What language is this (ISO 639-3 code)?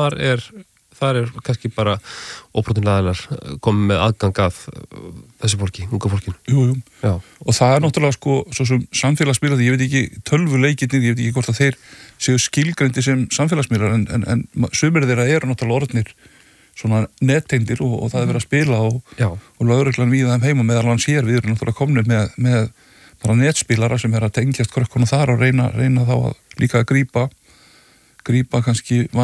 isl